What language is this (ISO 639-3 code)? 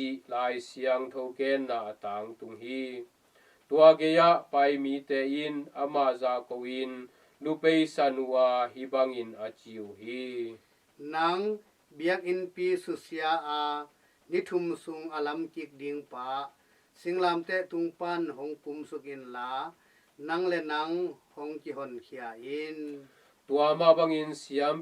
ctd